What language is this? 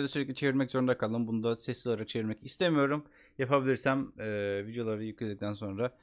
Turkish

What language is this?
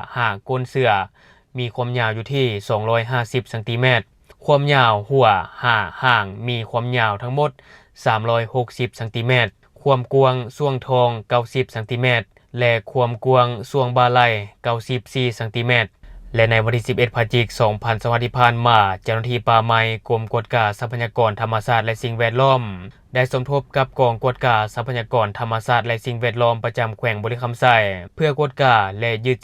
Lao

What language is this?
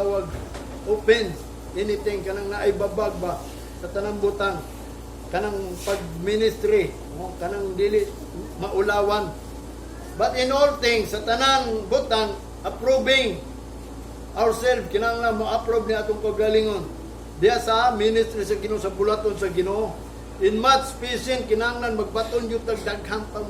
Cebuano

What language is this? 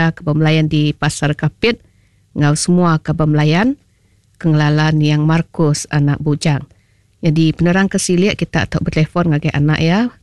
Iban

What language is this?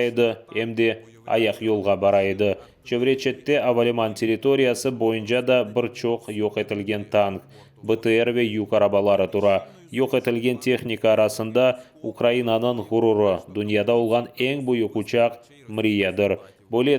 Crimean Tatar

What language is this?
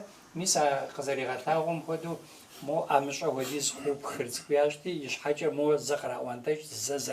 Adyghe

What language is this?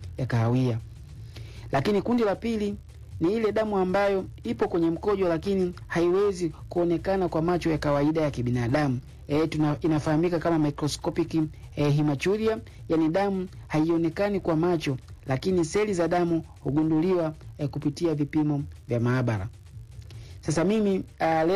Swahili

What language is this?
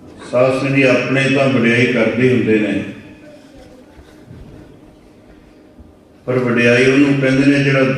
Punjabi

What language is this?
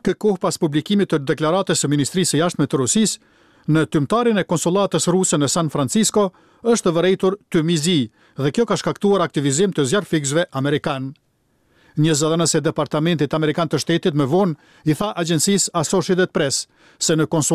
Albanian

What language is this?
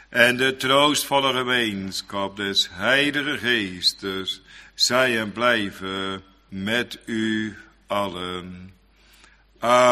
Dutch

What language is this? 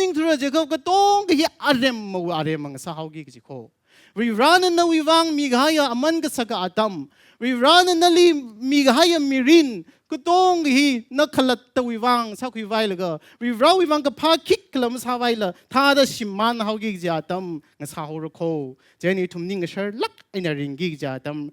Tangkhul Naga (India)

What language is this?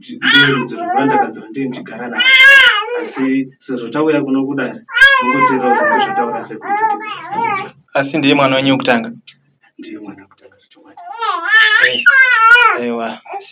Shona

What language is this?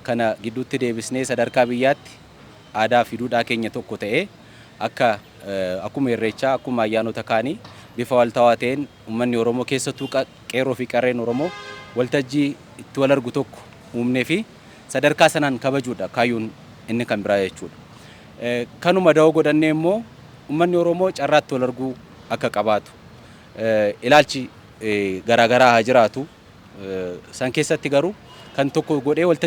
Oromo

